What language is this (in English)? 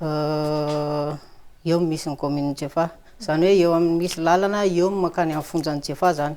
Malagasy